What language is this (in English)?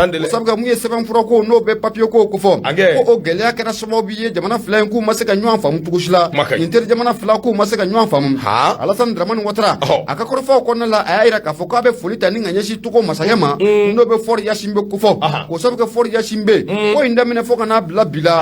Bambara